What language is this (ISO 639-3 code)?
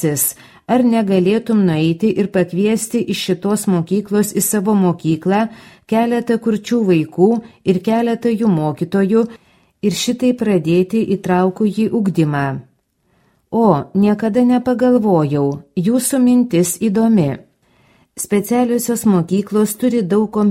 lit